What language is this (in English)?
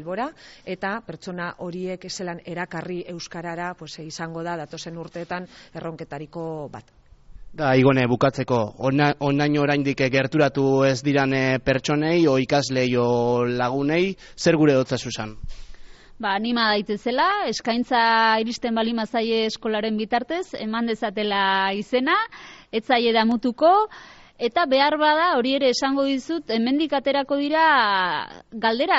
Basque